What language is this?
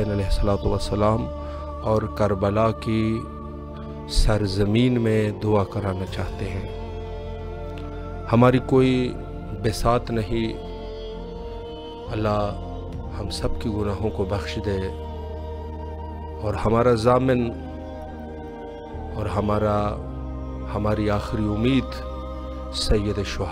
Urdu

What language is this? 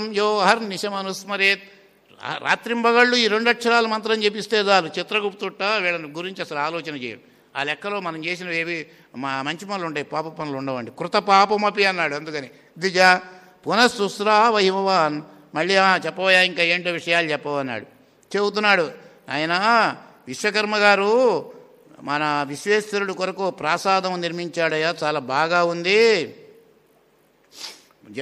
Telugu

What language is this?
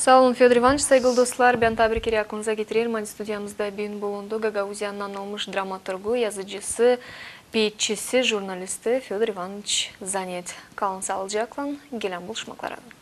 Gagauz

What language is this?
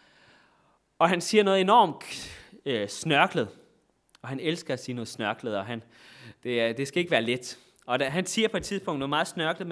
Danish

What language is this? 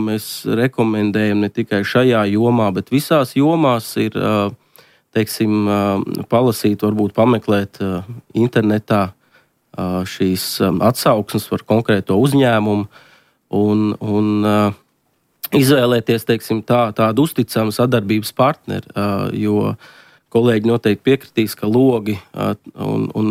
Latvian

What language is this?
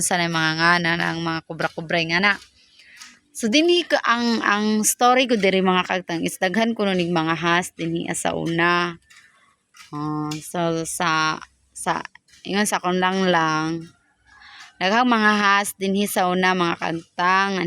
Cebuano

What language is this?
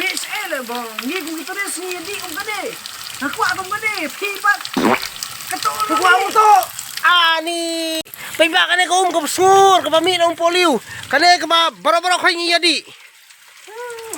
Khasi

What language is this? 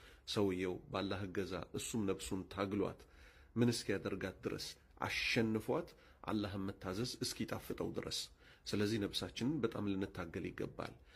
Amharic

